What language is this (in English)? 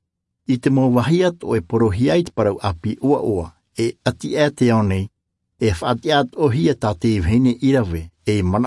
Tahitian